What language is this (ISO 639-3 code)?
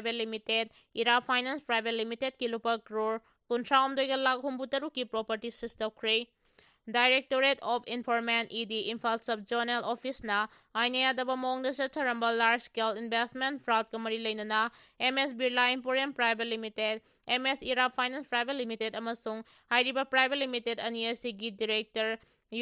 mni